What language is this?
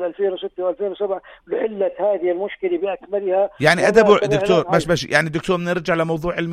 North Levantine Arabic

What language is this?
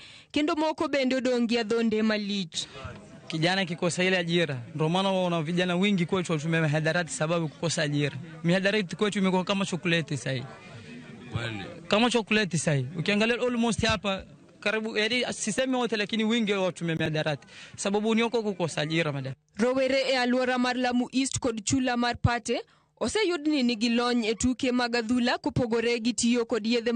Luo (Kenya and Tanzania)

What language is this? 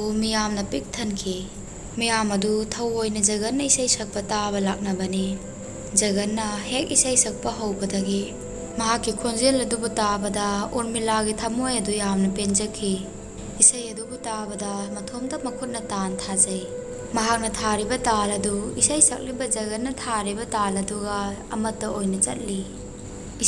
Manipuri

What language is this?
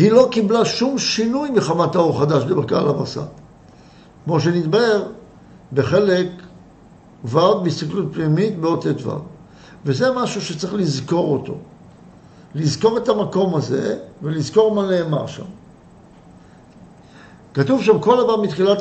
Hebrew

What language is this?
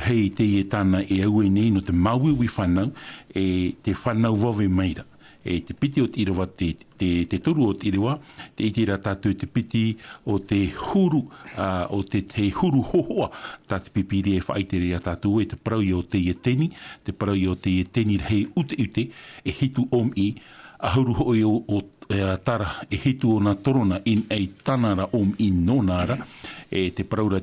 Tahitian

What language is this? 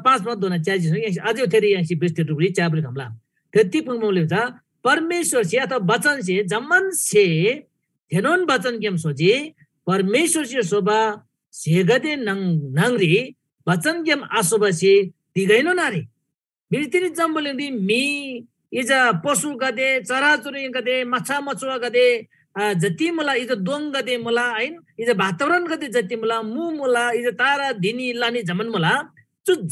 Eastern Tamang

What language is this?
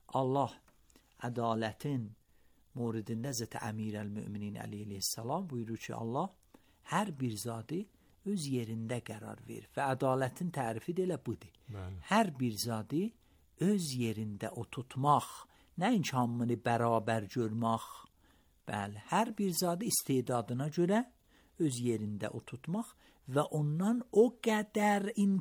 Azerbaijani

